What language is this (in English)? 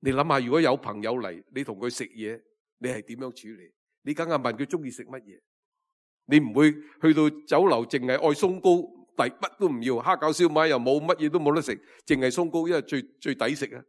Cantonese